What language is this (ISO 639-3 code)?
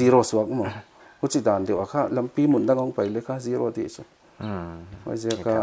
pck